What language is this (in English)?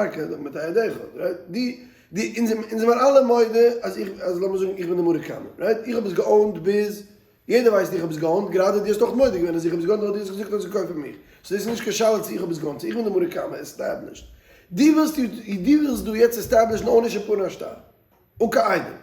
Yiddish